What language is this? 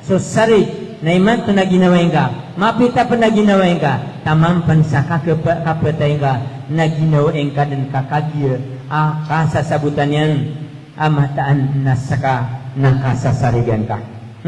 Maranao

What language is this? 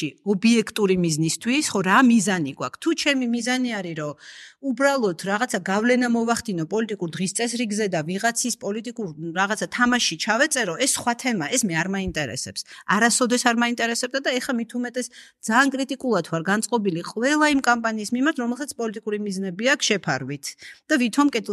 Georgian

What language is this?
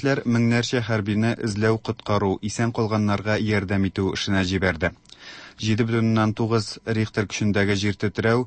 Tatar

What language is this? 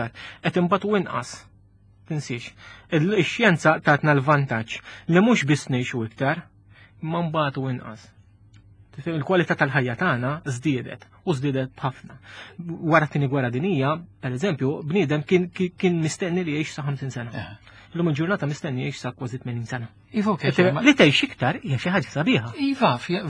Maltese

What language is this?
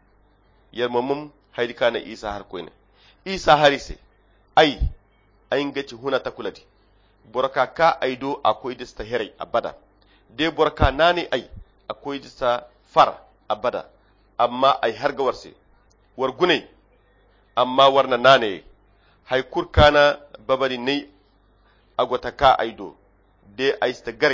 Koyra Chiini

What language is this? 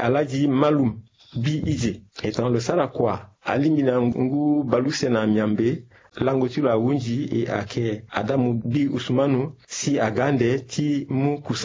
Sango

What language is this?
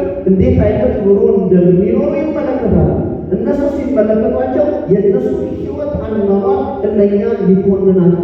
Amharic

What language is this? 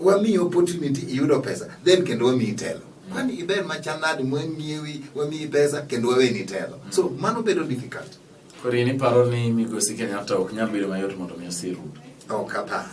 Luo (Kenya and Tanzania)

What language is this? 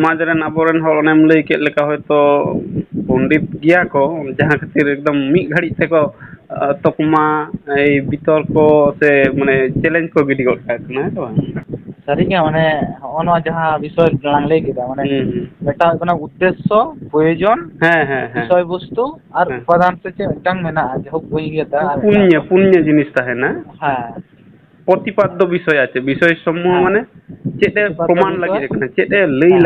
Santali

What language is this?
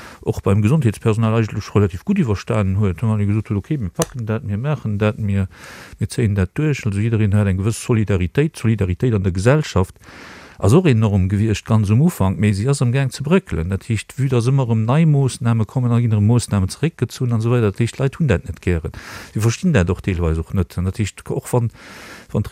Luxembourgish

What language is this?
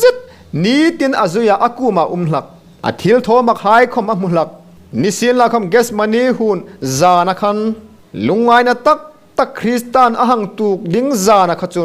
Hmar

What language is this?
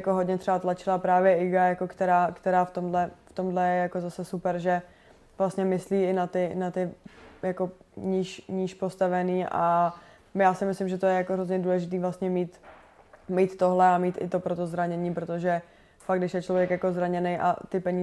Czech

